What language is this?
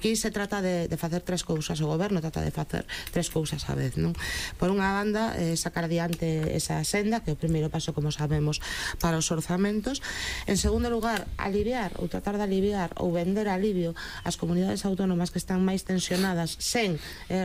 Galician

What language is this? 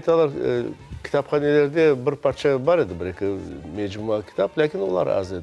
Crimean Tatar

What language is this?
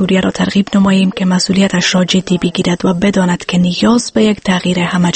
Persian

